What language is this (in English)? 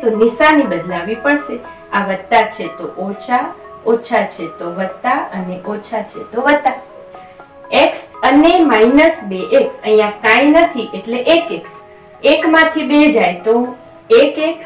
Gujarati